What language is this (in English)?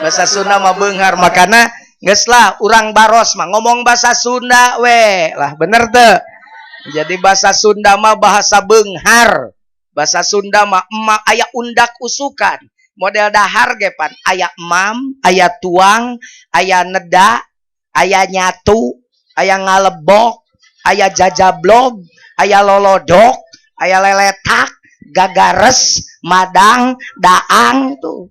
Sundanese